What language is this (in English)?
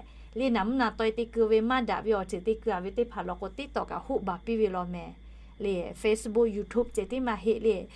Lahu